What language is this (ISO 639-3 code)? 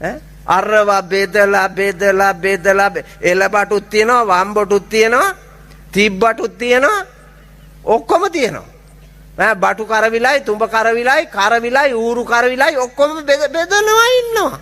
sin